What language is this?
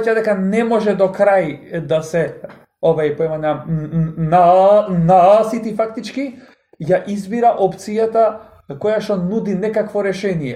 Macedonian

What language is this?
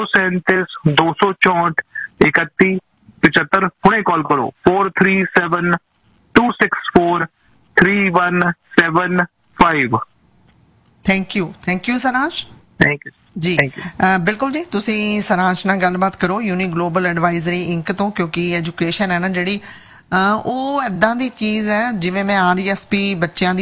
Punjabi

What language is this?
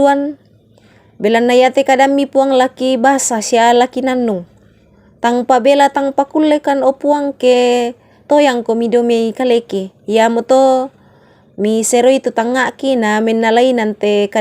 Toraja-Sa'dan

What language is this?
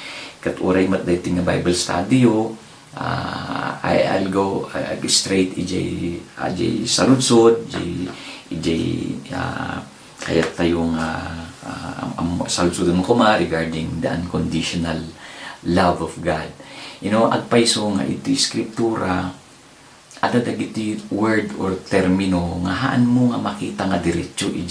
Iloko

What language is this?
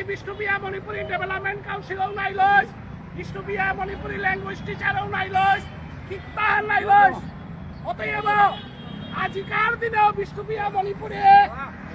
Bishnupriya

